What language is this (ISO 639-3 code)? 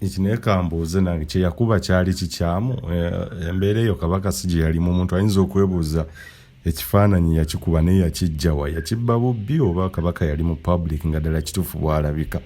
lug